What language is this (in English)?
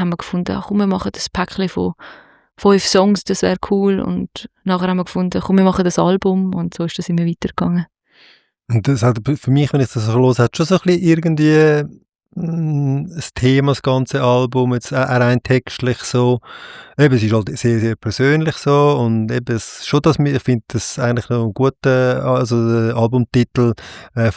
Swiss German